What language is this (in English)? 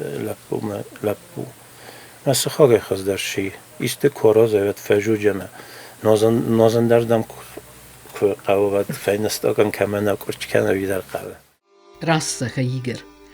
Ossetic